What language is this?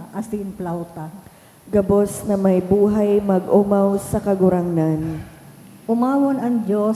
Bikol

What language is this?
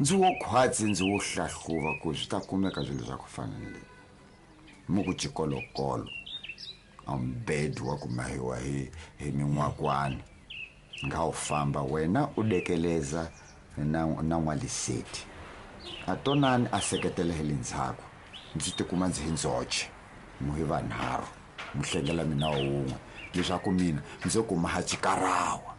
Tsonga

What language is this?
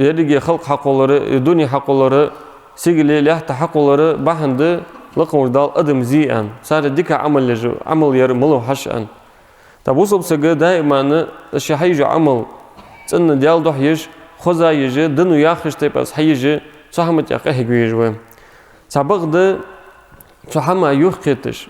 Ingush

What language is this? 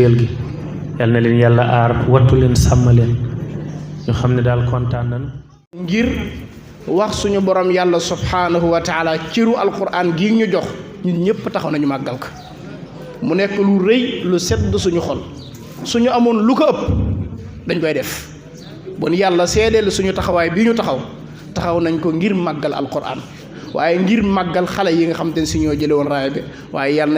Wolof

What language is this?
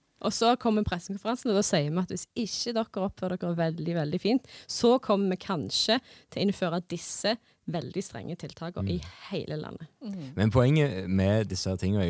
Norwegian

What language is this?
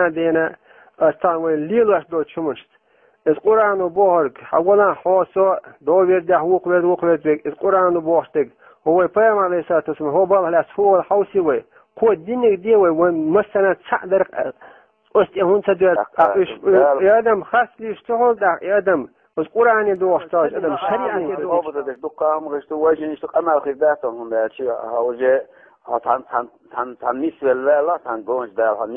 Chechen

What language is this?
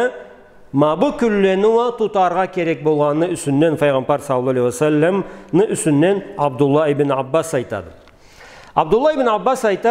Karachay-Balkar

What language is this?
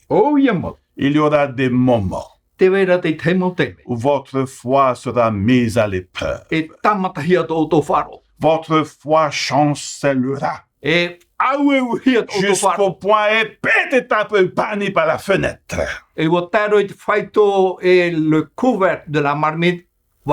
Tahitian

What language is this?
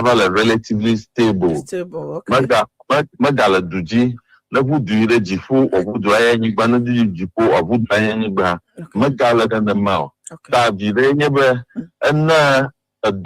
Ewe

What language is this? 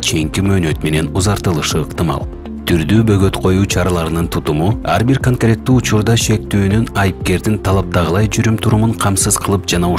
Kyrgyz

